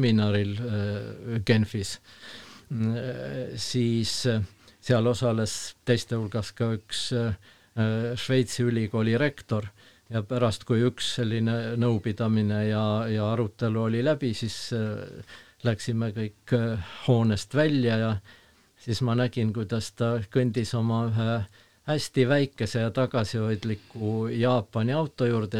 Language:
Estonian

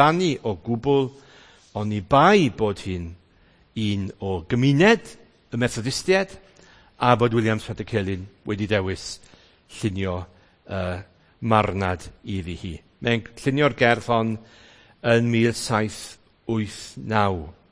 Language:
Welsh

